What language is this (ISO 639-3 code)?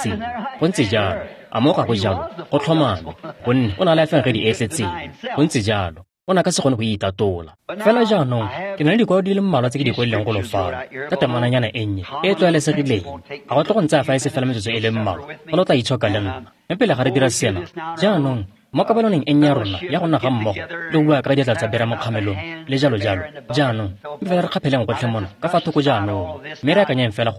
tsn